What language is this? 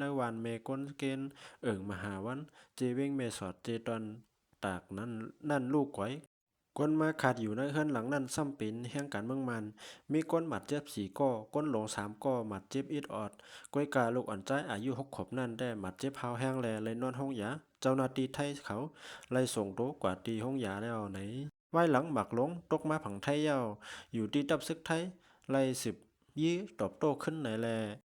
Shan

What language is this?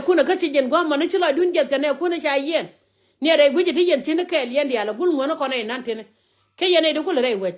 Nuer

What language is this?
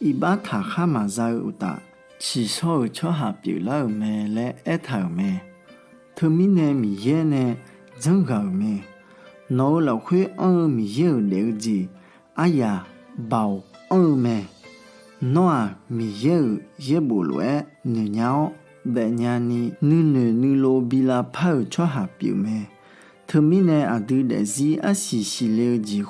Akha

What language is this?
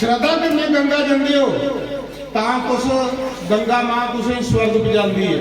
Dogri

